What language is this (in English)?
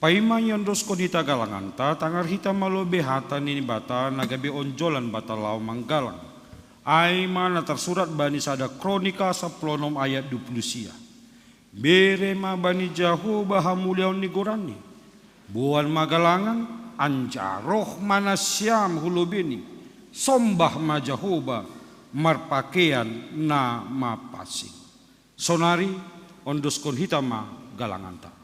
Batak Simalungun